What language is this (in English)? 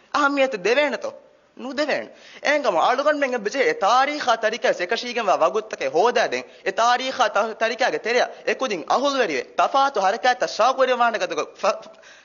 Divehi